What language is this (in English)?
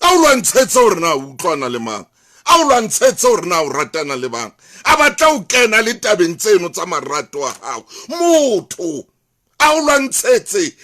Southern Sotho